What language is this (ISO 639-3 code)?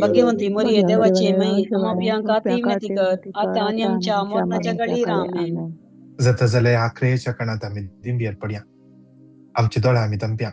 kok